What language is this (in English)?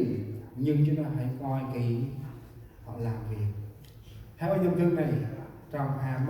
Central Mnong